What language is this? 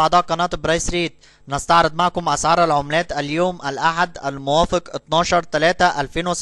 Egyptian Arabic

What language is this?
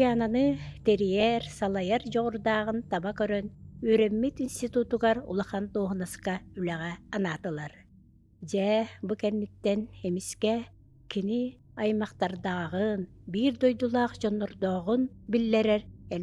Yakut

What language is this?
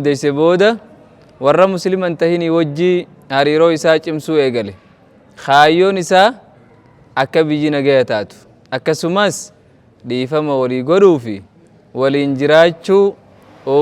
Oromo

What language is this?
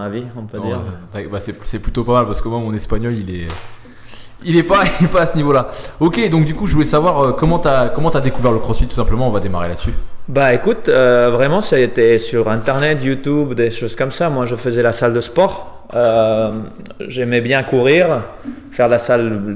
French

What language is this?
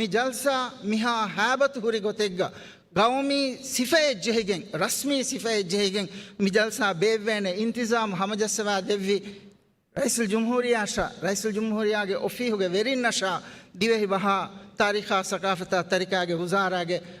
Divehi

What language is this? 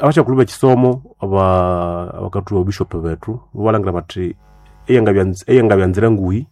Nande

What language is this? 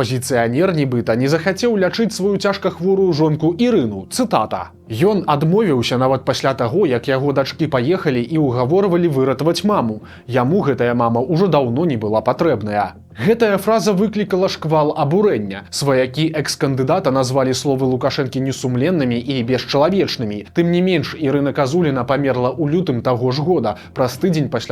Belarusian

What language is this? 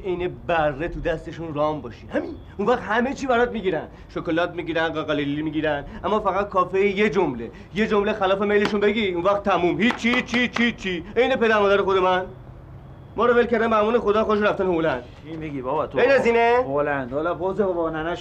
Persian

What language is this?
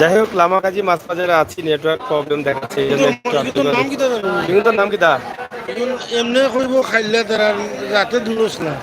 Sylheti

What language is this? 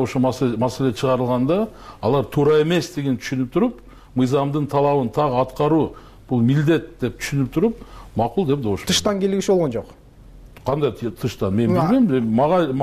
Kyrgyz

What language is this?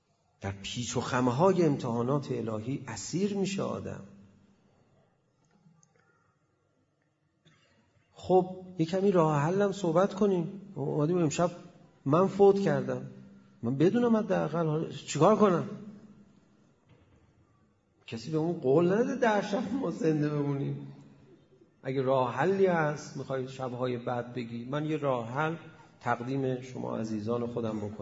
Persian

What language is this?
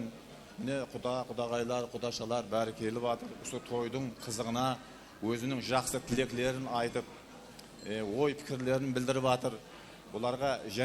Kara-Kalpak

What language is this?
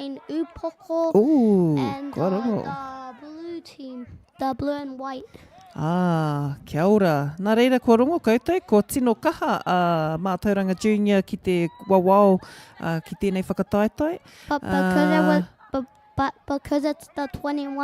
Māori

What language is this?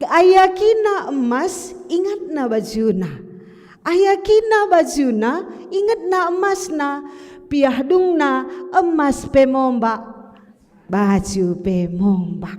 Batak Karo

